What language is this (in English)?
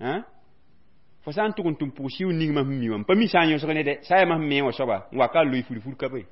Mossi